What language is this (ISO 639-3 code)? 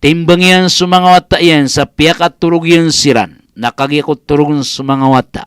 mrw